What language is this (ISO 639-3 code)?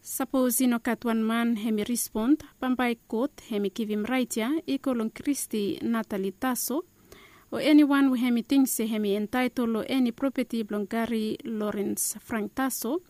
bis